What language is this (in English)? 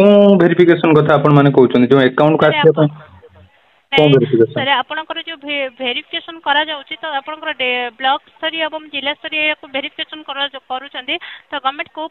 Odia